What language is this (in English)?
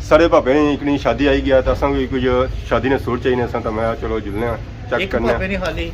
Pahari-Potwari